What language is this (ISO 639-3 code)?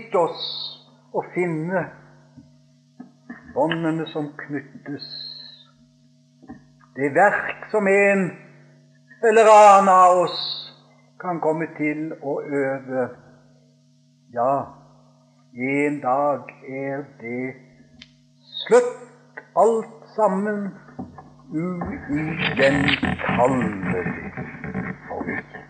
nor